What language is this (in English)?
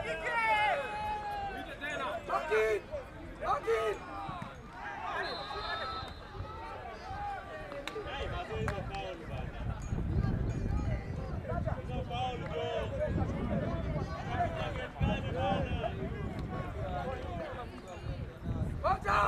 Swahili